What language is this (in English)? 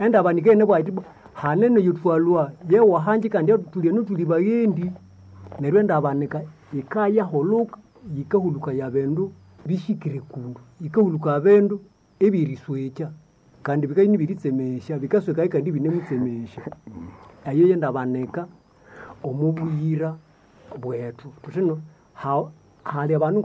Nande